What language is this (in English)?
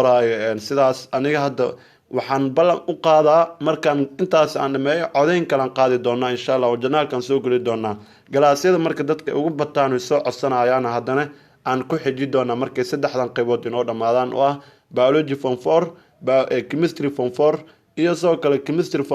Somali